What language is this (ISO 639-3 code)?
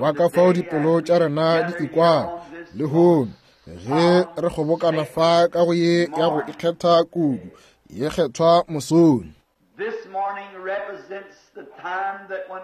nso